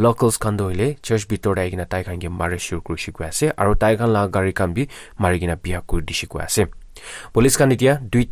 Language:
Naga Pidgin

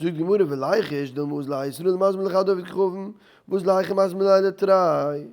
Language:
Yiddish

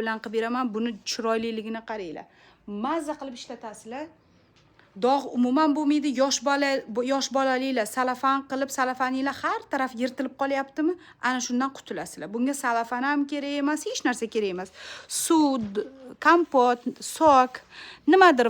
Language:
Uzbek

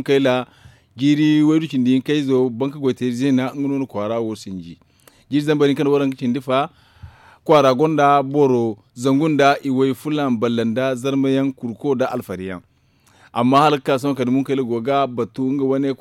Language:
Zarma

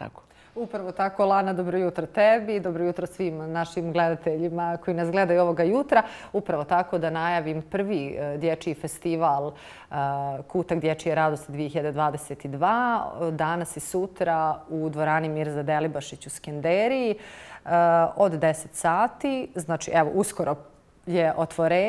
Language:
Bosnian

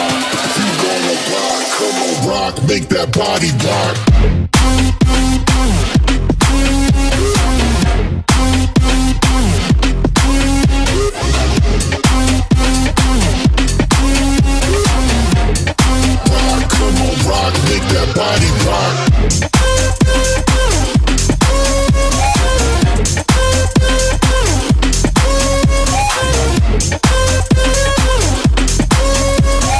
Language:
English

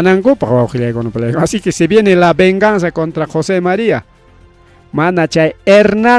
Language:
Ayacucho Quechua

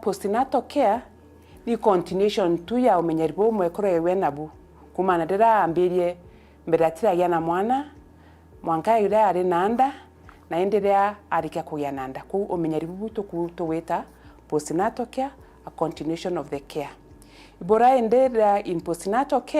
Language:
Meru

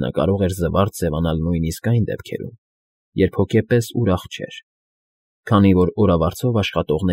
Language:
Armenian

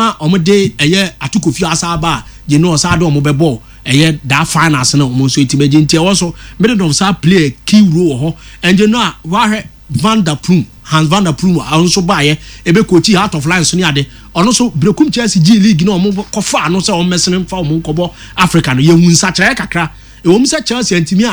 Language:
Akan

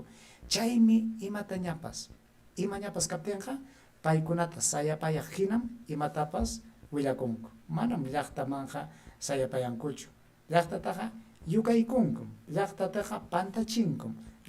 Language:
Ayacucho Quechua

